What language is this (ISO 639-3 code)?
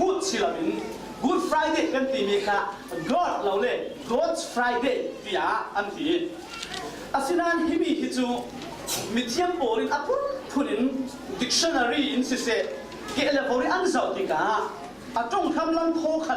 cfm